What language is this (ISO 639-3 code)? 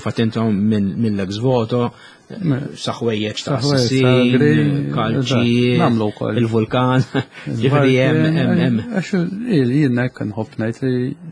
mlt